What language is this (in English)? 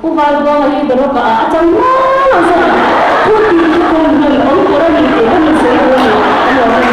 Mizo